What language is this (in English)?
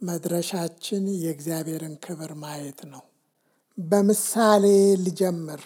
Amharic